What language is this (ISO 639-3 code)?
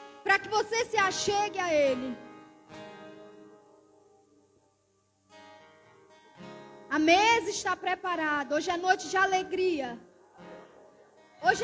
por